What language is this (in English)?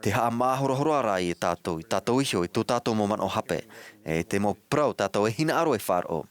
Tahitian